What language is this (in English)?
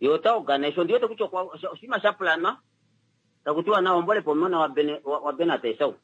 Kuanyama